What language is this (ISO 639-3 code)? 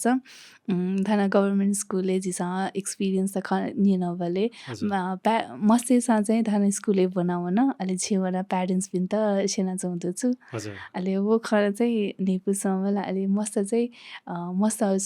new